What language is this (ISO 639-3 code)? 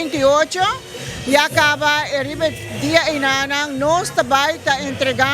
pap